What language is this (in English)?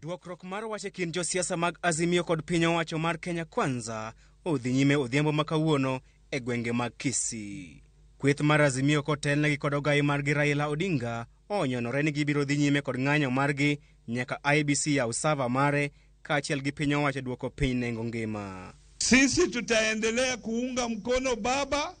Luo (Kenya and Tanzania)